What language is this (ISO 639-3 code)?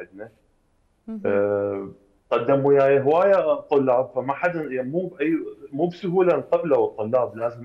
acm